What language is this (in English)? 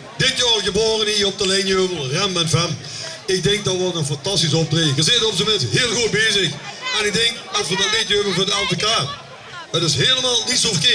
Limburgish